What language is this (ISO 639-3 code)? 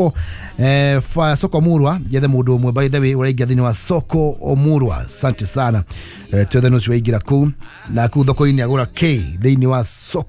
kik